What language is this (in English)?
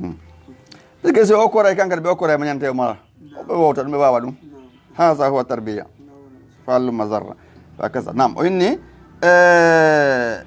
Fula